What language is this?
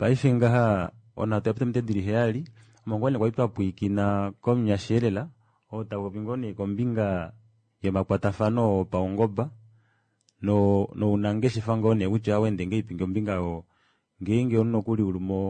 Kuanyama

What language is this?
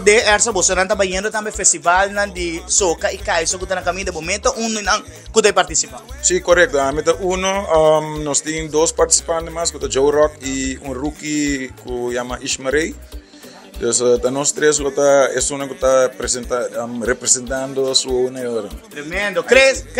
Papiamento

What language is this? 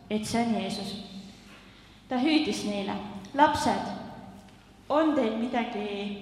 Estonian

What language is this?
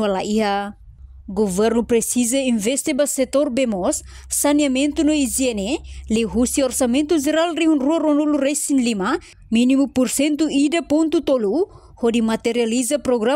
Tetum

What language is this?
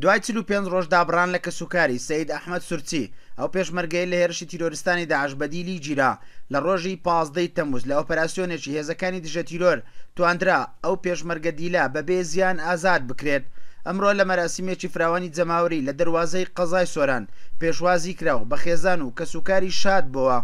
Central Kurdish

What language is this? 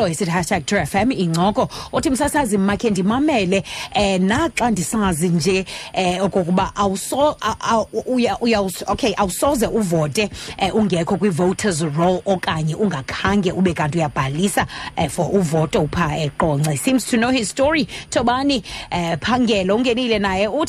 Xhosa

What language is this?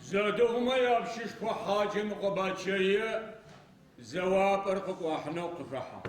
Adyghe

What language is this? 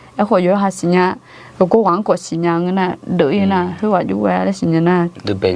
Akha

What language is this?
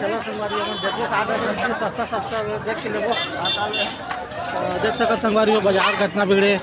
Chhattisgarhi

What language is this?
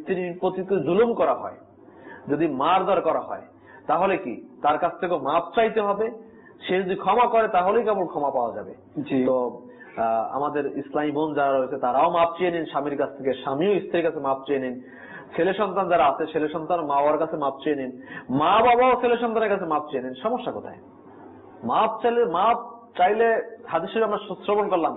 Bangla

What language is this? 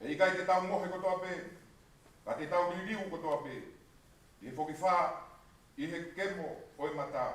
Tongan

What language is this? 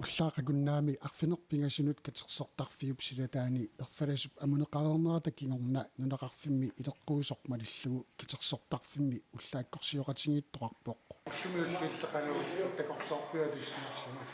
Kalaallisut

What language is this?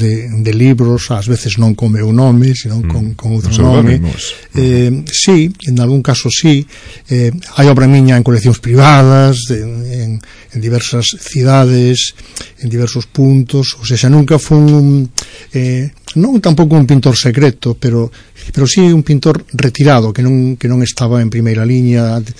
Galician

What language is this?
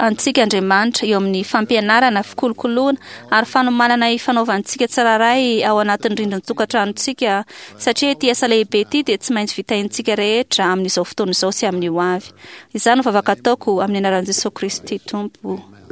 Malagasy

